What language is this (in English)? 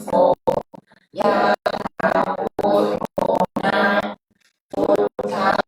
Pali